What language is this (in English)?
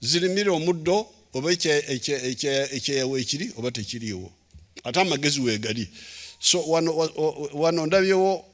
Ganda